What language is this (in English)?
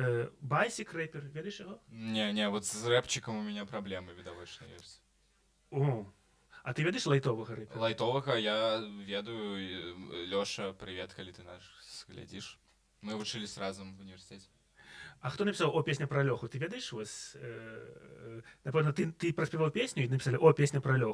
Belarusian